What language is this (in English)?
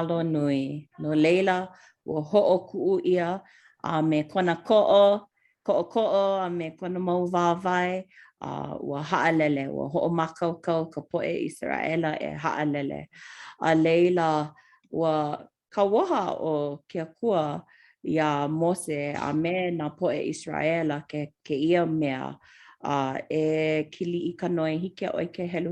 Hawaiian